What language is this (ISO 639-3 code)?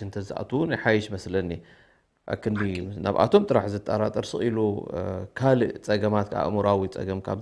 tir